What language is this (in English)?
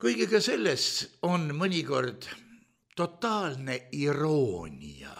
Estonian